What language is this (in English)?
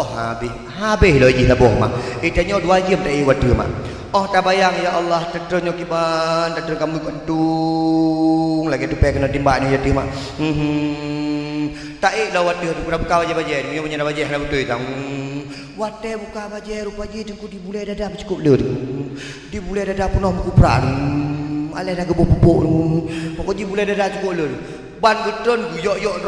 Achinese